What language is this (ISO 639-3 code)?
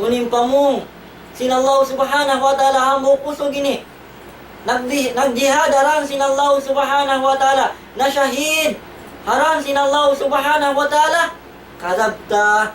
tsg